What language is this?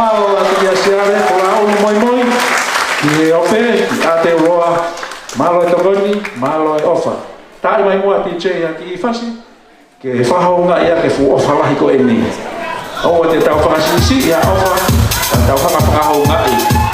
Tongan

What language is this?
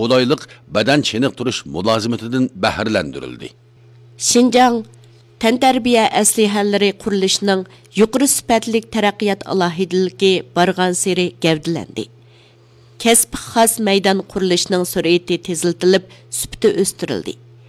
Uyghur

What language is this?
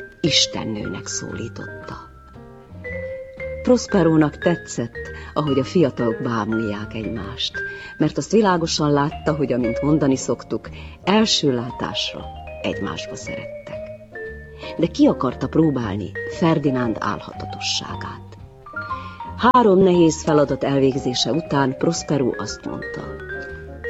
Hungarian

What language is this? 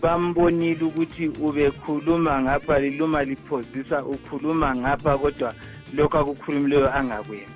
North Ndebele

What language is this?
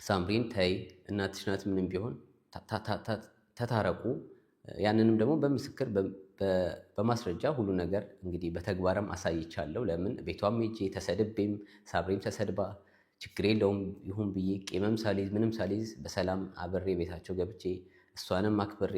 Amharic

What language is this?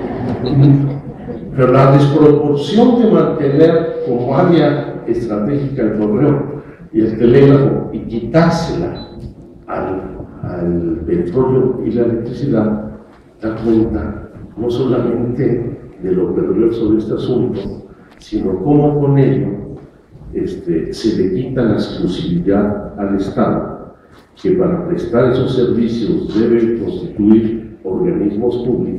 Spanish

